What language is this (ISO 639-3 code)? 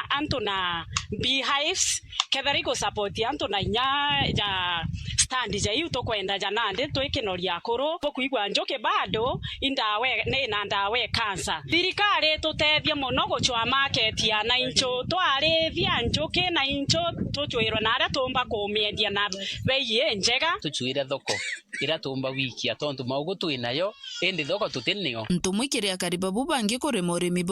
mer